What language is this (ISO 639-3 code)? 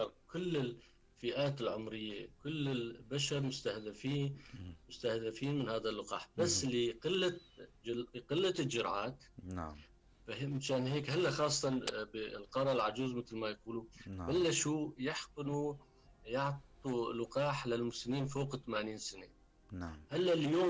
apc